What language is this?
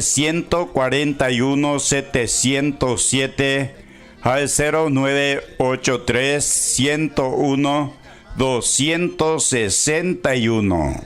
Guarani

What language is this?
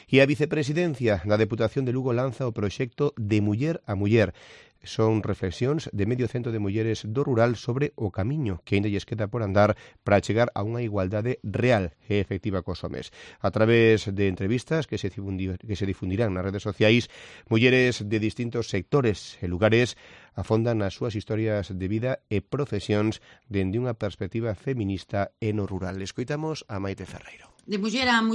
Galician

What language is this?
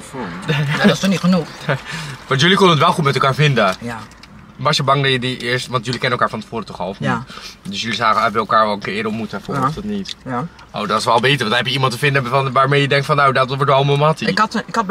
Dutch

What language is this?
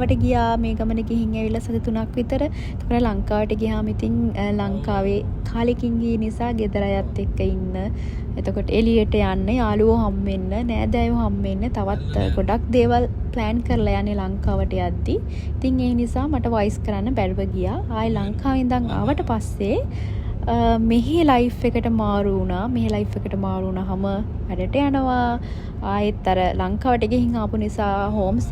Sinhala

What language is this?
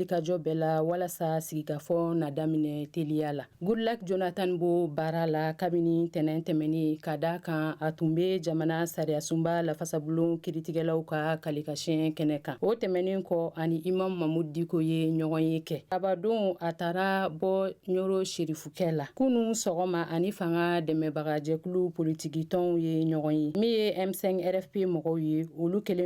Bambara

